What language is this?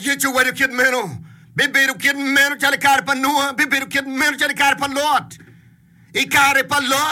Acoli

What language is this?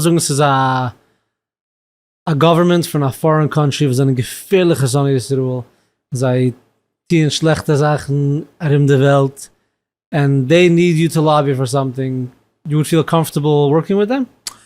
Yiddish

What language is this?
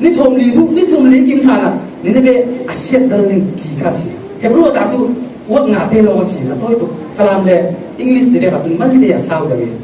Falam Chin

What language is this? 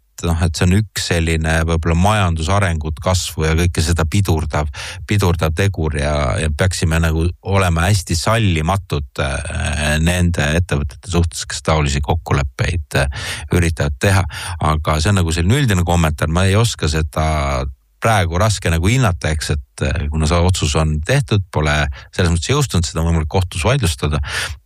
Estonian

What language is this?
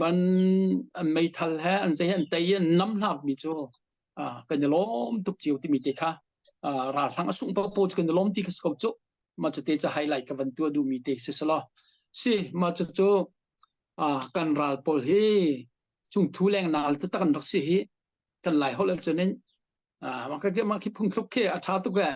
Hakha Chin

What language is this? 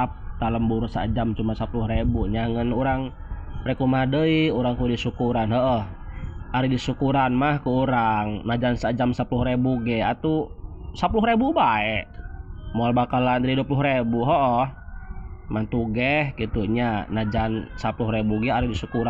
Sundanese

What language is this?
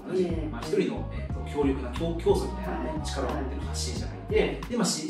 Japanese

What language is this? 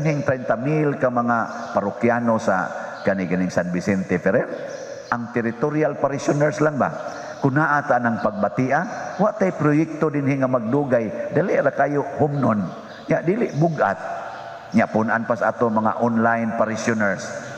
Cebuano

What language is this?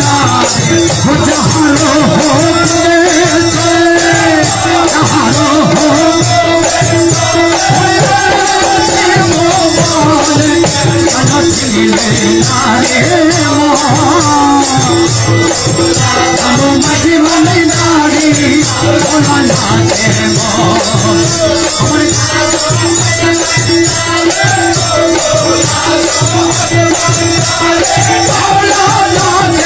Bangla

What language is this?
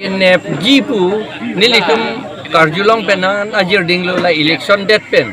Karbi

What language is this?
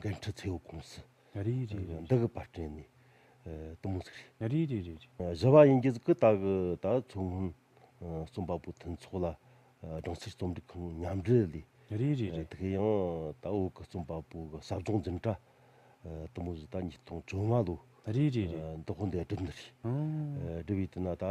Tibetan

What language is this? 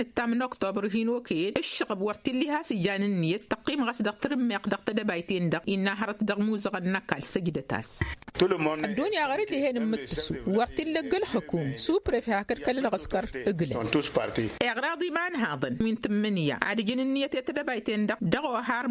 Tamasheq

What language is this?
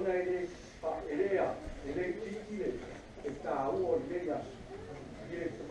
Samoan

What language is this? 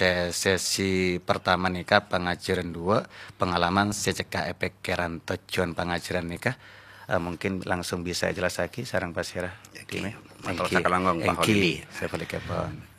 Madurese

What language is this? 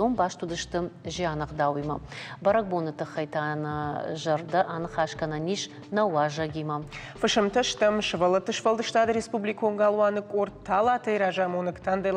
Ossetic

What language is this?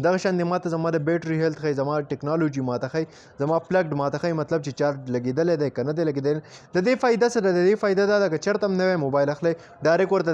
Pashto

